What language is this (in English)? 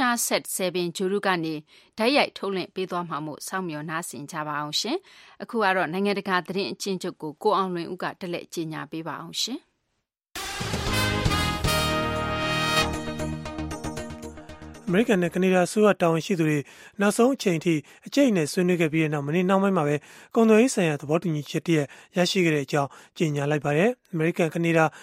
Burmese